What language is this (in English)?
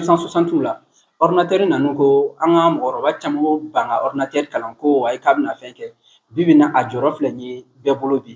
Bambara